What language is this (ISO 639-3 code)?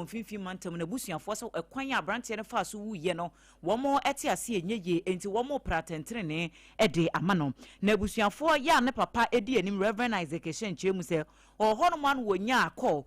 aka